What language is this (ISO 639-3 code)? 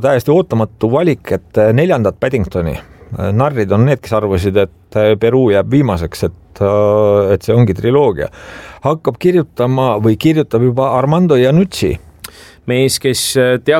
est